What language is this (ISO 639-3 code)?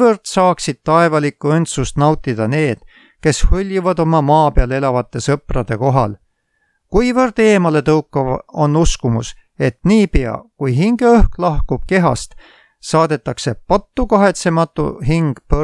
est